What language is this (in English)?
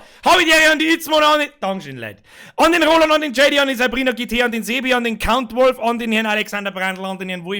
Bavarian